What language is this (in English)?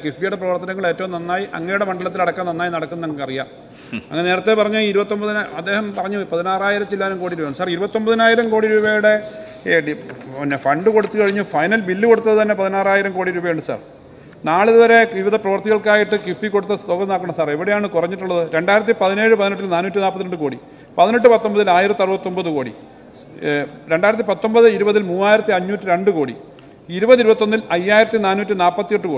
Malayalam